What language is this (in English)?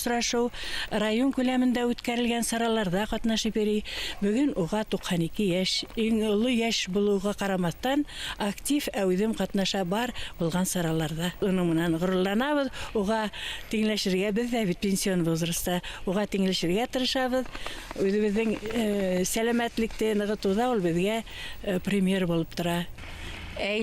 Bashkir